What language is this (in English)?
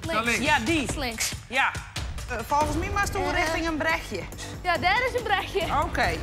Western Frisian